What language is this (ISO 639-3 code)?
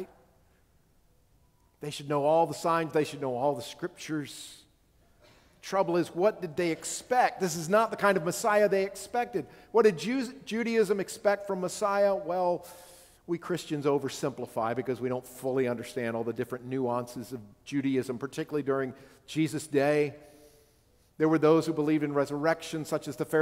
eng